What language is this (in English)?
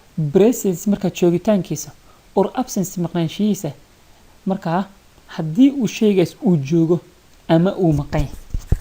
Somali